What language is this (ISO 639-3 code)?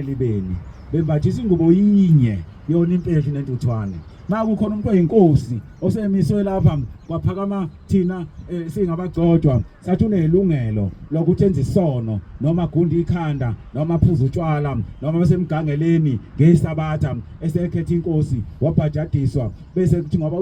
zul